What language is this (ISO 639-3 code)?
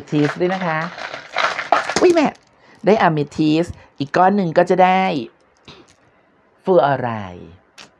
tha